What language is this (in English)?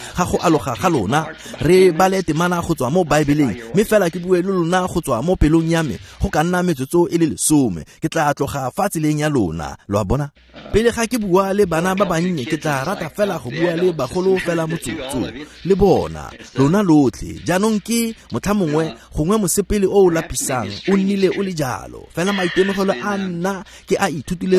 Tswana